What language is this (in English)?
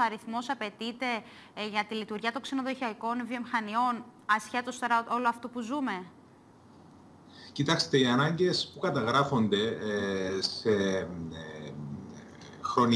Greek